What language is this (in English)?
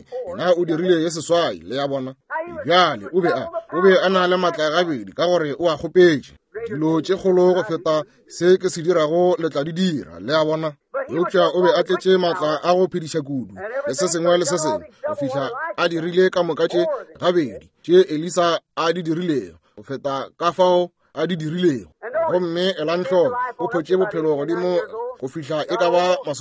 Northern Sotho